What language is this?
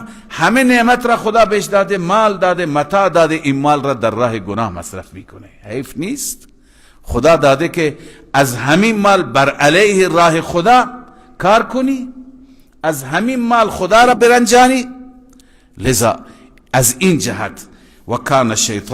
Persian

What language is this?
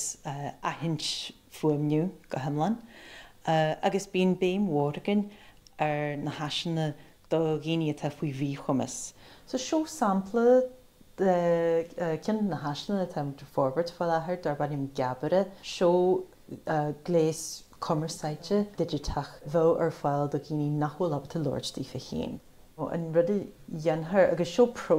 Irish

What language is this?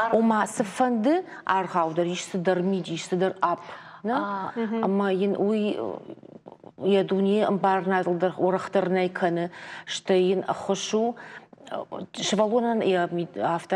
Ossetic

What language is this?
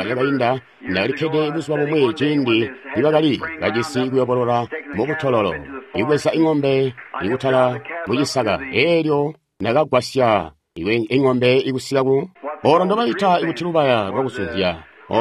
Tonga (Zambia)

